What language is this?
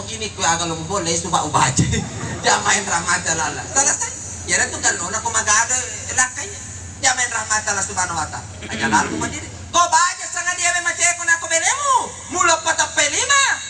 Buginese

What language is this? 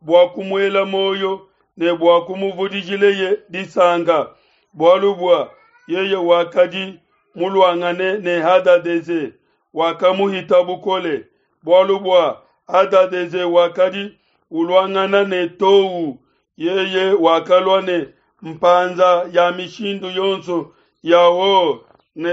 Luba-Lulua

